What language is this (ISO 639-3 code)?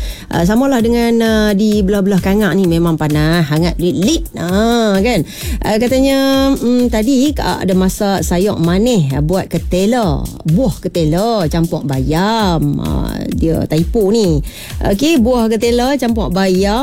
msa